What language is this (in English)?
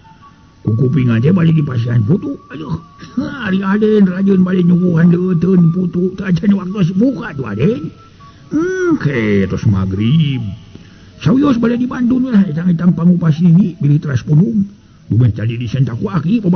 Sundanese